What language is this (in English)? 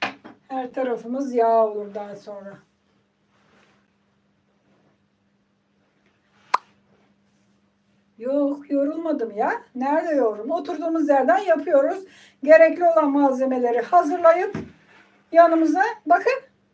Turkish